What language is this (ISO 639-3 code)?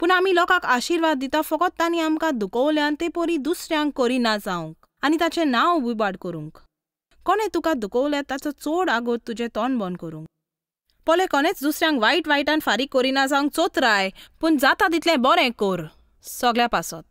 kok